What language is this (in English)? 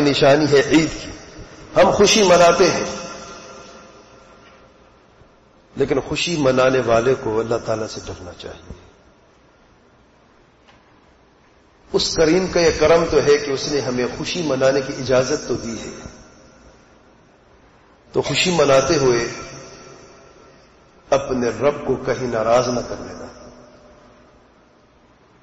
Urdu